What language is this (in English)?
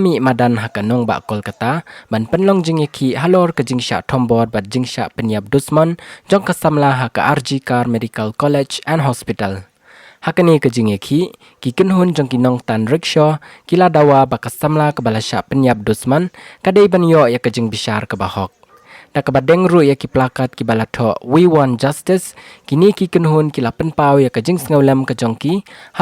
Khasi